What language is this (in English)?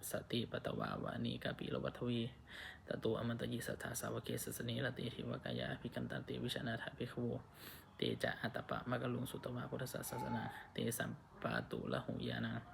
Pali